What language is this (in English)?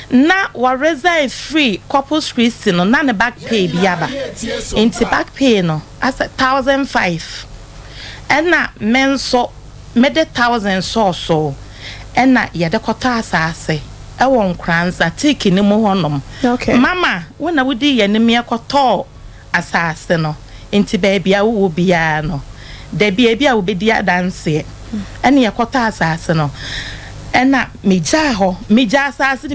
Akan